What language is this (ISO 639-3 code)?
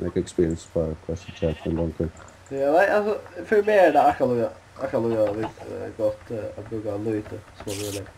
fao